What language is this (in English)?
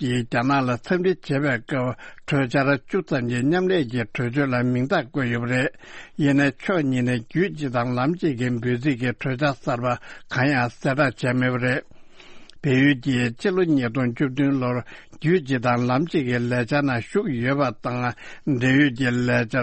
Tibetan